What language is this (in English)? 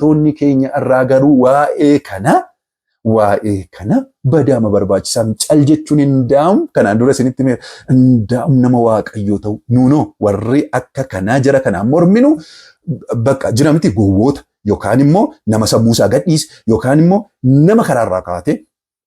Oromo